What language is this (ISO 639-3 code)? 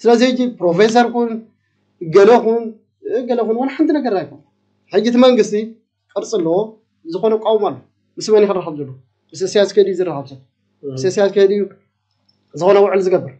tir